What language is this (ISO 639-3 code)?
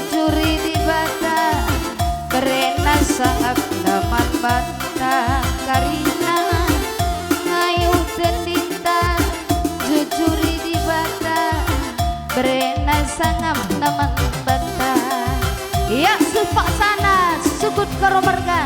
btx